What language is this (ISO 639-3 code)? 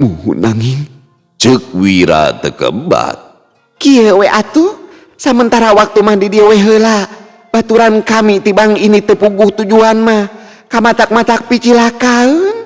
sun